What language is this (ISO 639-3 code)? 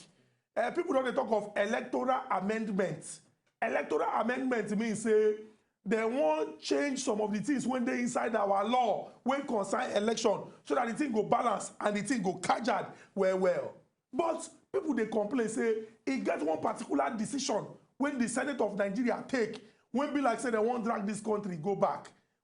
pcm